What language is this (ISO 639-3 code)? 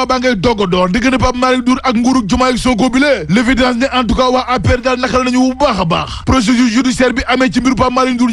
wol